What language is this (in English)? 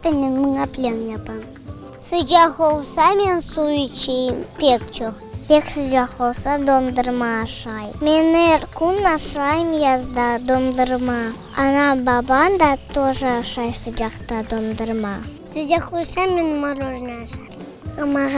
Crimean Tatar